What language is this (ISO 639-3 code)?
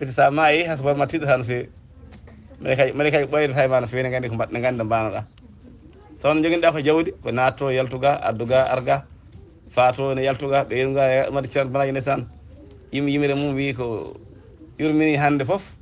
ful